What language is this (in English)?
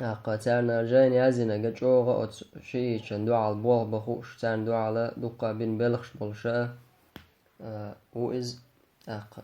Chechen